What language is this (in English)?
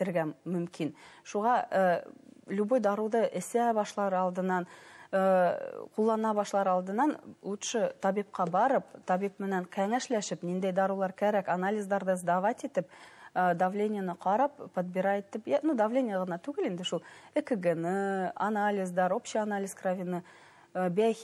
Bashkir